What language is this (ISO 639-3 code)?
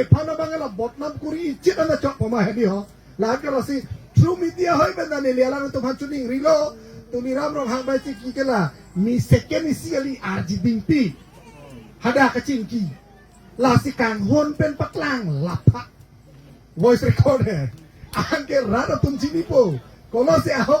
mjw